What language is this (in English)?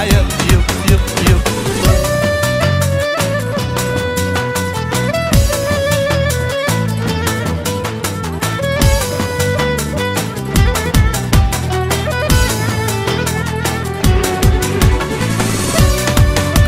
Turkish